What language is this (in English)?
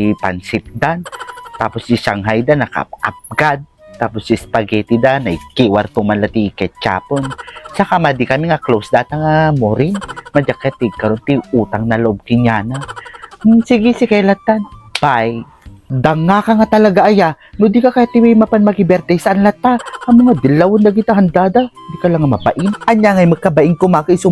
Iloko